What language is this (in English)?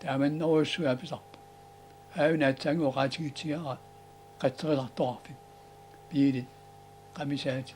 Kalaallisut